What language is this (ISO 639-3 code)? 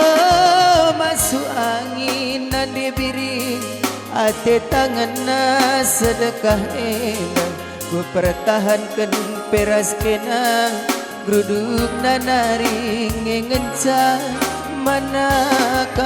btx